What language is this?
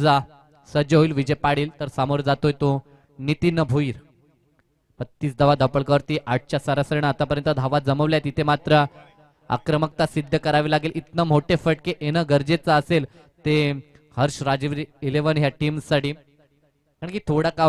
Marathi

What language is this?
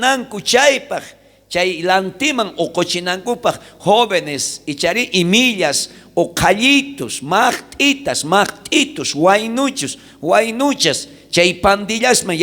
South Bolivian Quechua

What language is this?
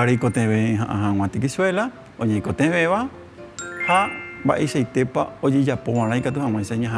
Guarani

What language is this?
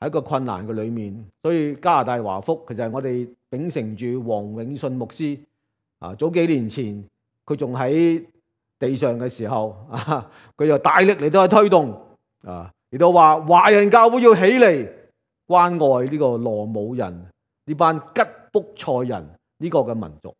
Cantonese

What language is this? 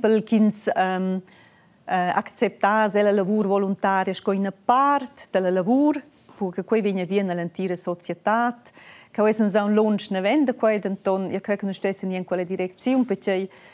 Romansh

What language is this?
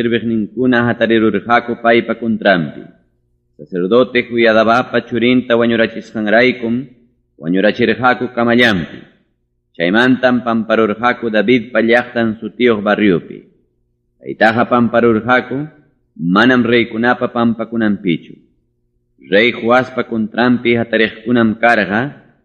Ayacucho Quechua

